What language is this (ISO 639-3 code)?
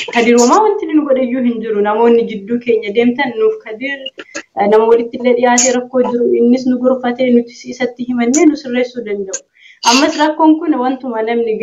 orm